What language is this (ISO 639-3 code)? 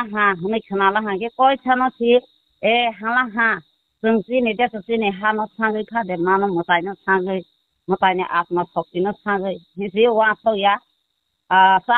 trp